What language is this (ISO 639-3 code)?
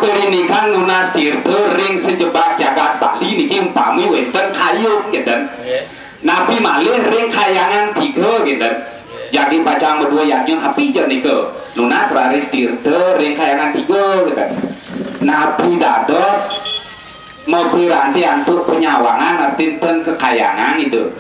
ban